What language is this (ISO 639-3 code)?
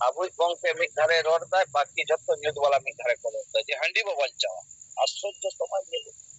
sat